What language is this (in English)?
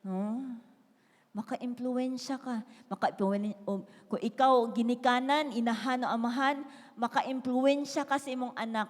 Cebuano